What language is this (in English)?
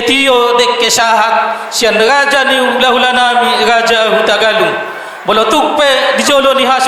Batak Toba